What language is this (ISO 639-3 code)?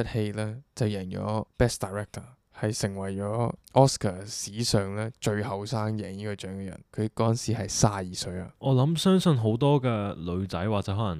yue